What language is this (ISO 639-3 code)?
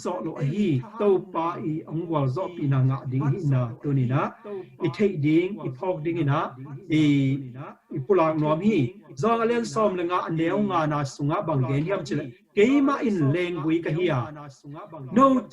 ctd